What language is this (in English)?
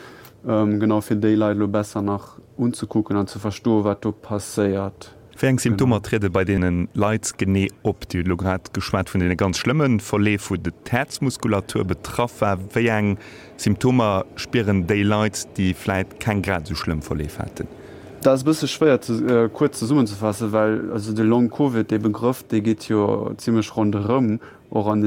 Luxembourgish